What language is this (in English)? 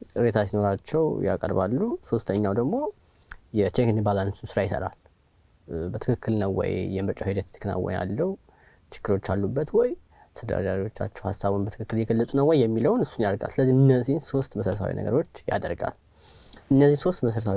Amharic